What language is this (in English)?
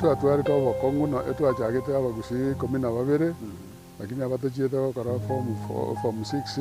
Gusii